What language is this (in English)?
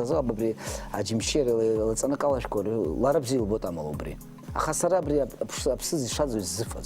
Abkhazian